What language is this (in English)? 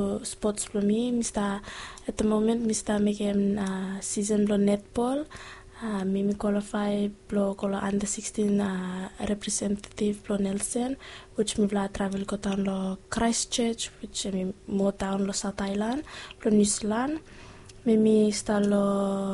Bislama